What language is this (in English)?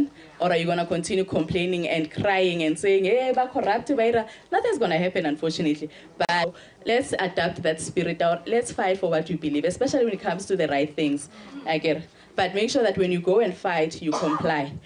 Tswana